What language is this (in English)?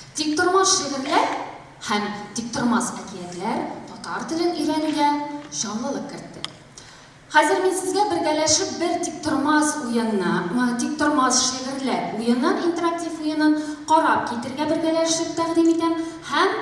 Tatar